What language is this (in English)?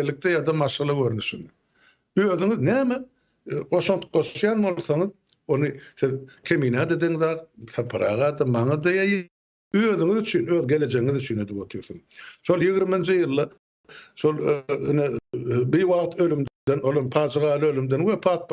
Turkmen